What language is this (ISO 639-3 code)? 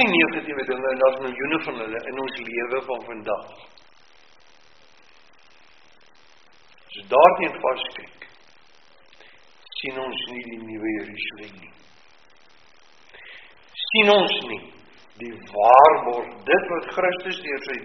afr